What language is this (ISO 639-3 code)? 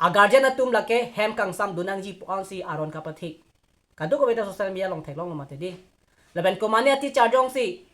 mjw